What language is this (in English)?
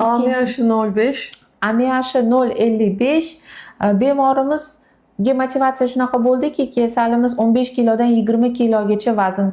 Uzbek